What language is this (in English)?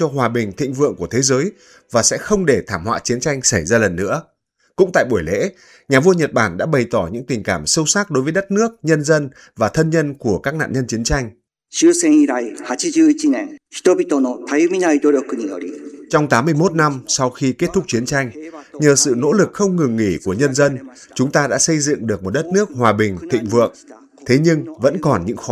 Vietnamese